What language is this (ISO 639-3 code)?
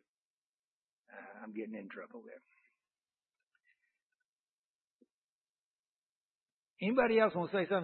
eng